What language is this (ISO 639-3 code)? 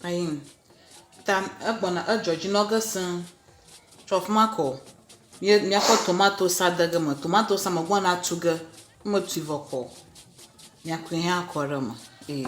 ewe